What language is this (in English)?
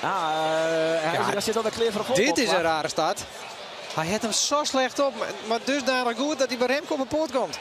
Western Frisian